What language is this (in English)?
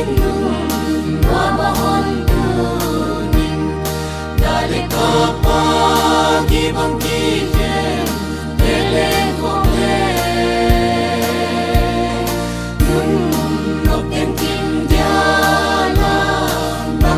Paite Chin